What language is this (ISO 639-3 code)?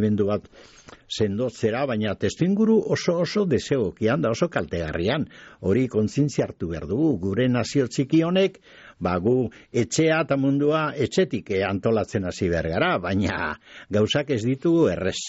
eus